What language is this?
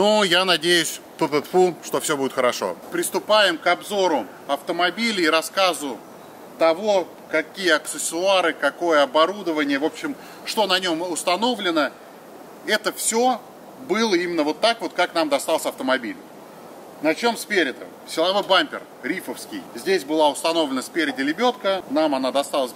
Russian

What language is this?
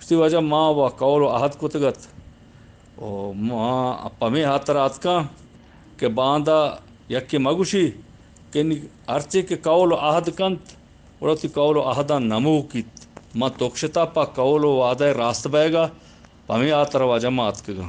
Eastern Balochi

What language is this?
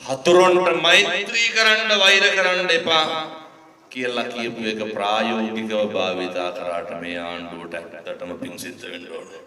Sinhala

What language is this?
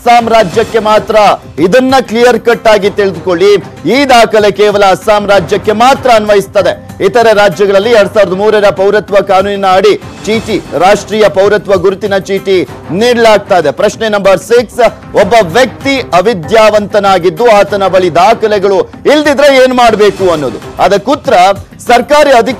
Kannada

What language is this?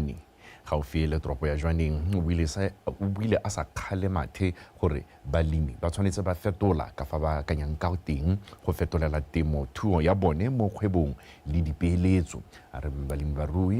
Tswana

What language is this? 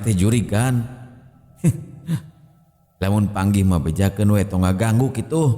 Sundanese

